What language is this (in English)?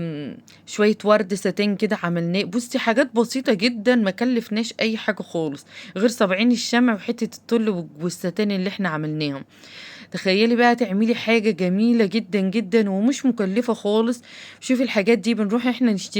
Egyptian Arabic